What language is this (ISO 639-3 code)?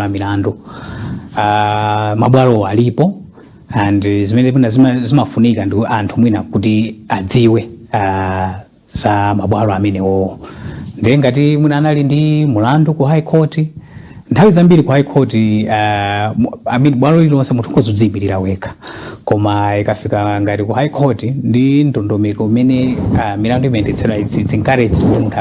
nya